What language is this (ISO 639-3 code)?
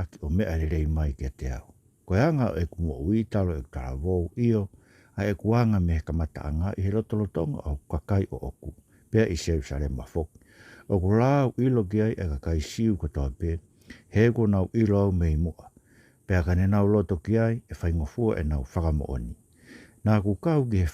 ton